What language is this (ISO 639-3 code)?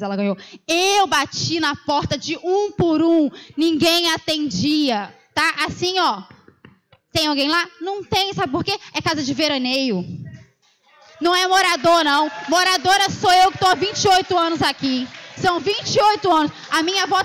por